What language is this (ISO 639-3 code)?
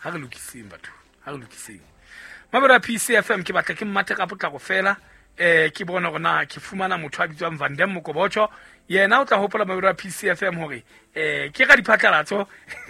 sot